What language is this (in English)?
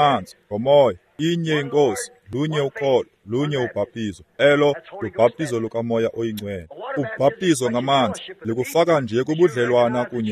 Xhosa